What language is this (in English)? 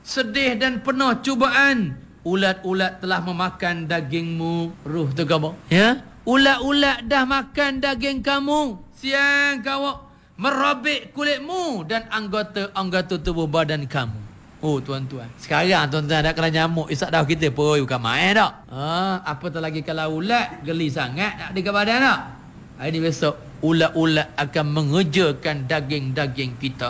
Malay